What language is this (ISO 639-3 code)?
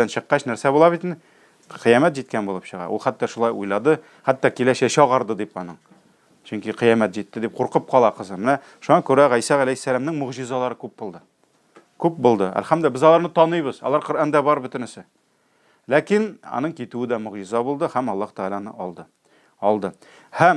tat